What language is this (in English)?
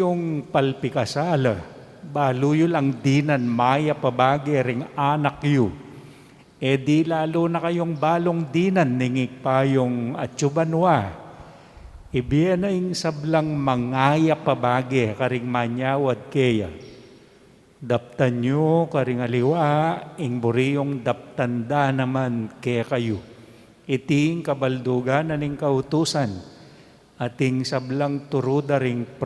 Pampanga